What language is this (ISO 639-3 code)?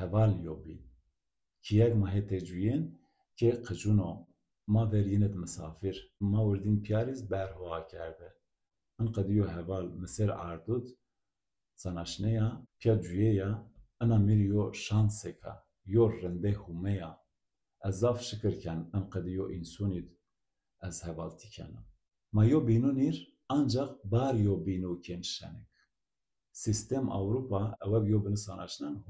zza